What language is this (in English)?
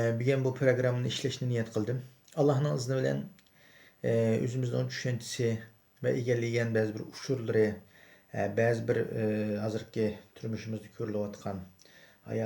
Uyghur